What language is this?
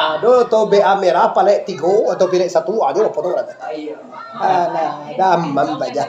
Minangkabau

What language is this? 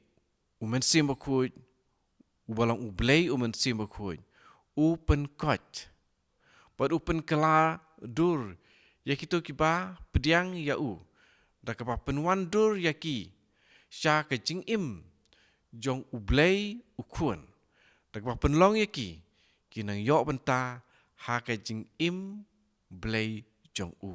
Khasi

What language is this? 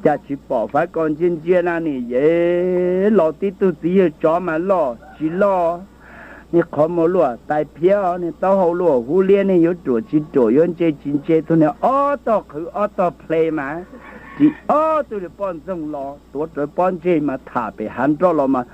Hmong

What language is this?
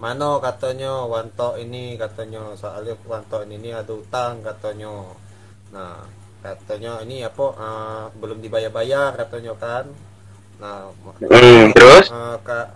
Musi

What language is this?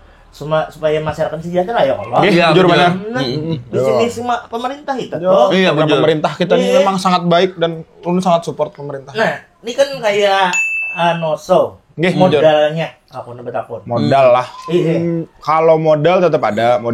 Banjar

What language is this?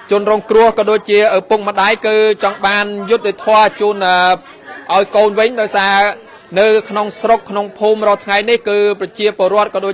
Khmer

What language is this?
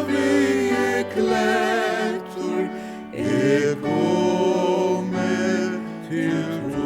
Faroese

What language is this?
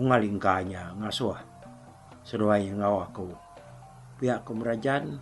Iban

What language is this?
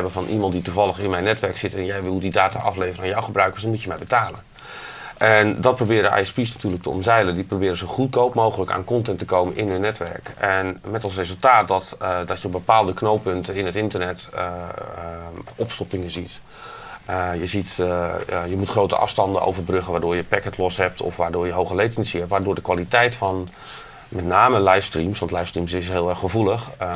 Dutch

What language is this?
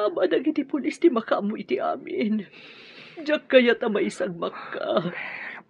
Iloko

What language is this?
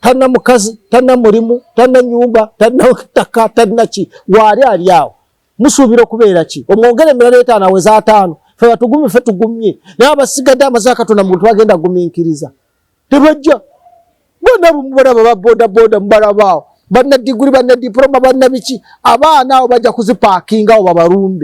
Ganda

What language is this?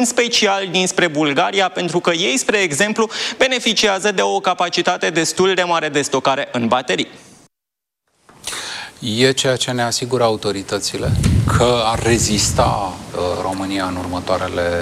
Romanian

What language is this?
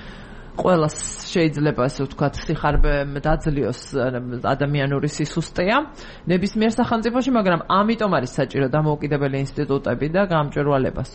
Georgian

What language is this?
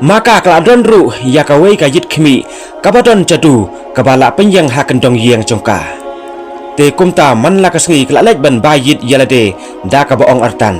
Khasi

